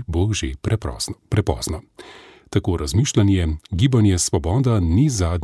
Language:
Slovenian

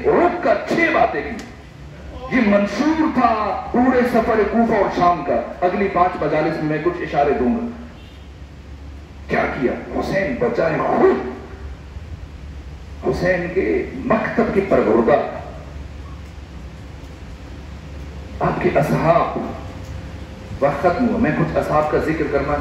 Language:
Urdu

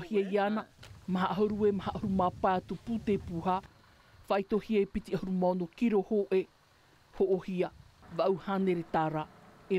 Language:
Tahitian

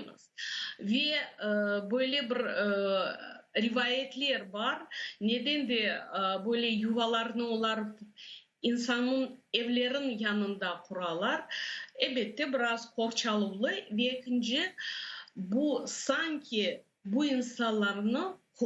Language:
Crimean Tatar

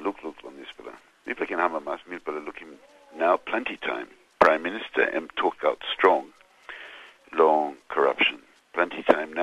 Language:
Tok Pisin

